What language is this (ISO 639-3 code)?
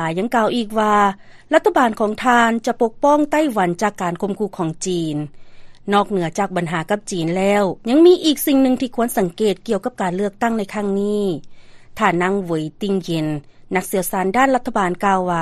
lao